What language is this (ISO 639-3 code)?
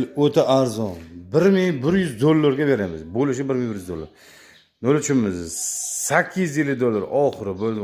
uzb